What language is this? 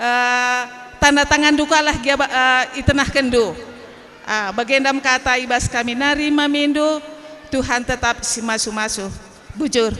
Batak Karo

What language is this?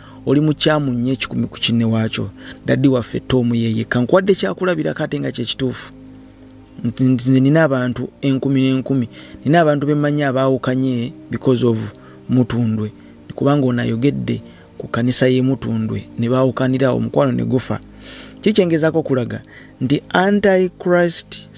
Ganda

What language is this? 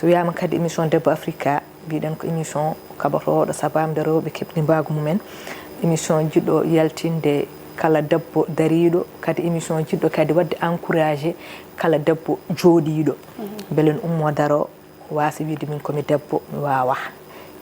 Fula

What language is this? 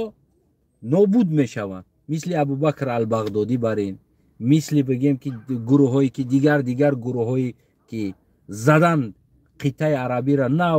Tajik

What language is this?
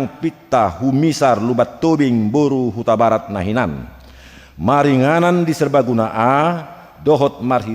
Batak Toba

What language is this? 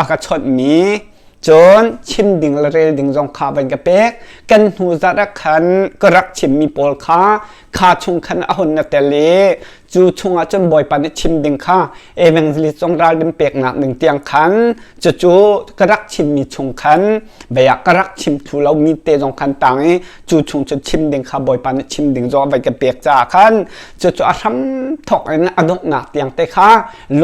Hakha Chin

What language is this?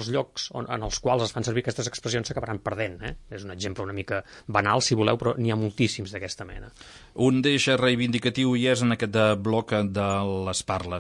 Catalan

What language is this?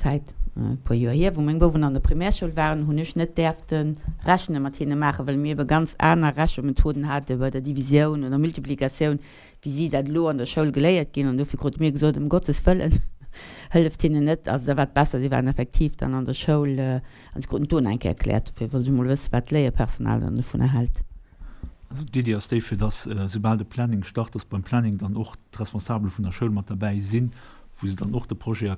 Luxembourgish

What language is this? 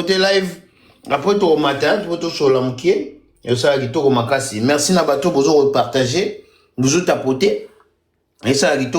Lingala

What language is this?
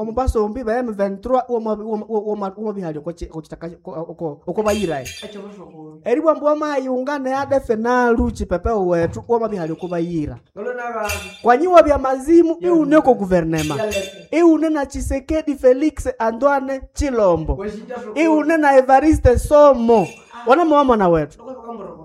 Nande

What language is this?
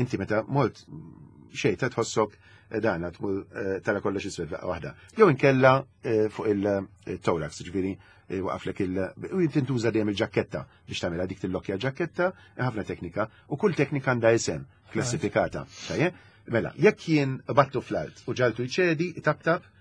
Maltese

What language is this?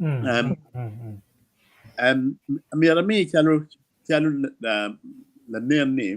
Acoli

